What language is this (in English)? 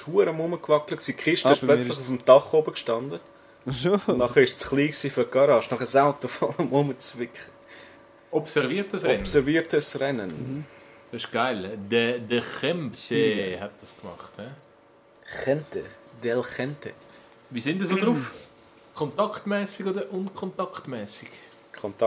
Swiss German